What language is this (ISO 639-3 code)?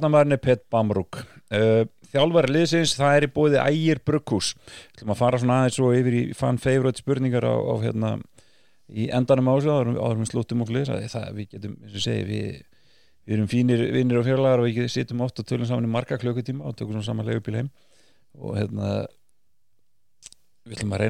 isl